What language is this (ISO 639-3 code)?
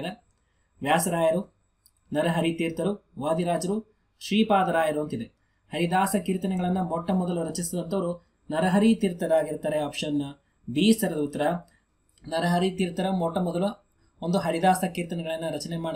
kan